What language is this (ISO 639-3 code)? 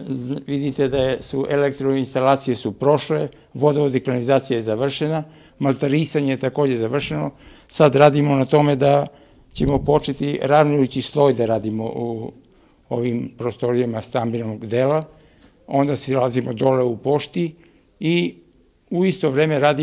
srp